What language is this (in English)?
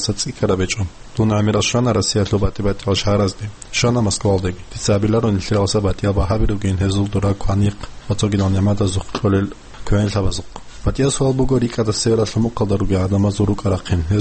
Avaric